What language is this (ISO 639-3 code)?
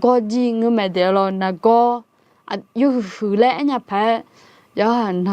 ahk